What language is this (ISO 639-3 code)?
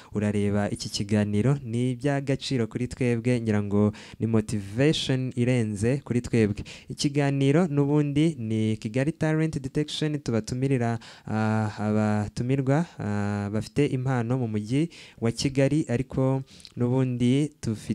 kin